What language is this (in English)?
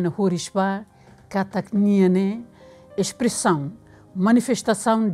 Tetum